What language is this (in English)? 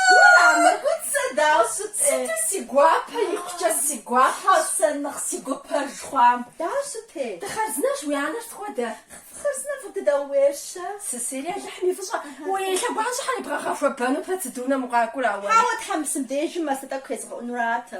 Kabardian